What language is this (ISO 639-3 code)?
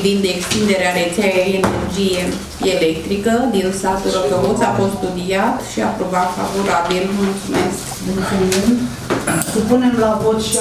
ron